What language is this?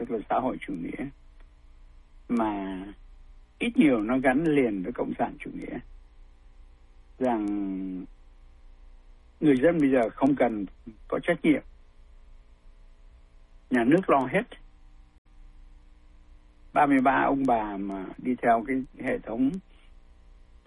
Vietnamese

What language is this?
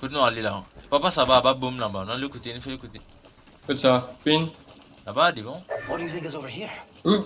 Morisyen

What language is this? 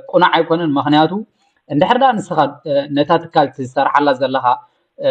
Tigrinya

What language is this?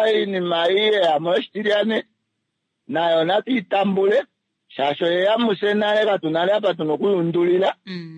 Kuanyama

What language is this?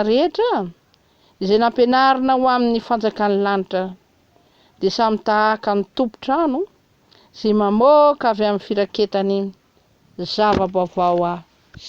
Malagasy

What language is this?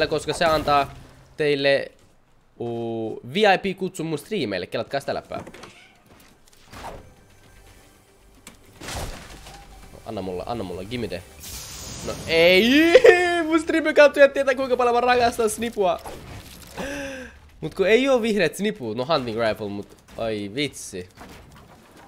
Finnish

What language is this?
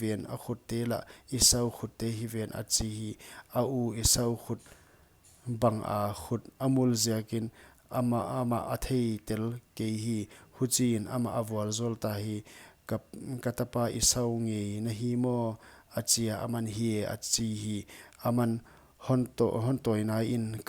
Paite Chin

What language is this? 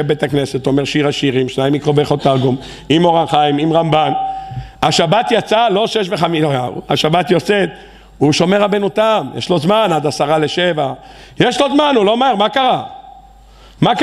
Hebrew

